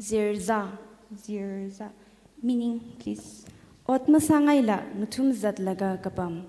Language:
Tangkhul Naga (India)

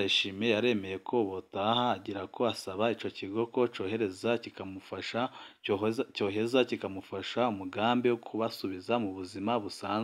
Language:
Rundi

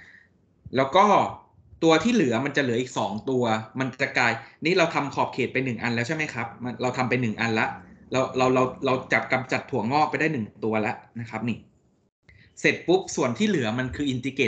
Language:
Thai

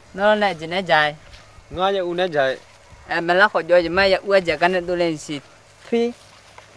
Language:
Akha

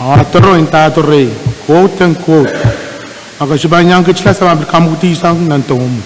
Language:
Pohnpeian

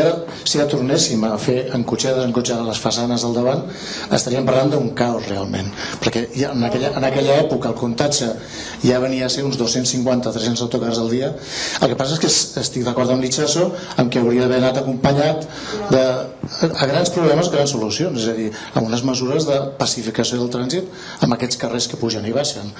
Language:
Catalan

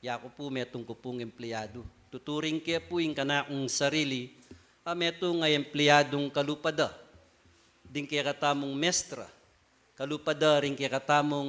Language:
Pampanga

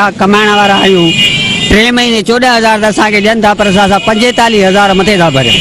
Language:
Sindhi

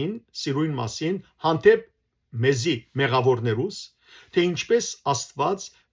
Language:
Western Armenian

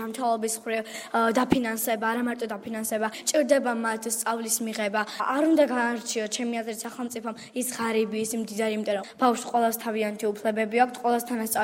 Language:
Georgian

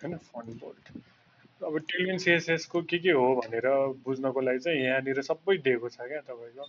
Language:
Nepali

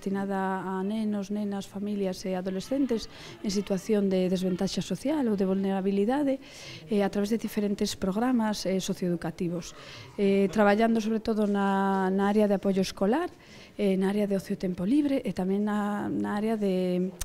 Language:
Galician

